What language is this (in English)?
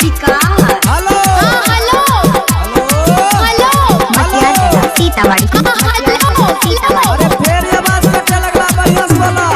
Maithili